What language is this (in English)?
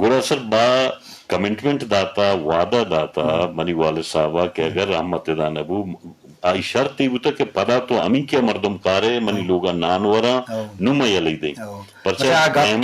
Eastern Balochi